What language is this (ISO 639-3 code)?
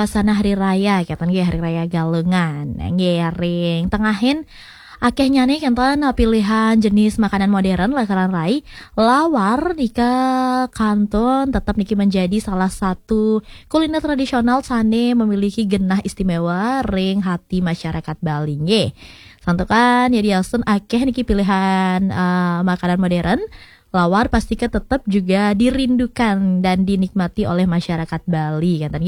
ban